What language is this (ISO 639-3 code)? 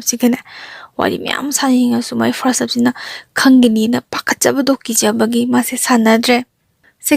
mni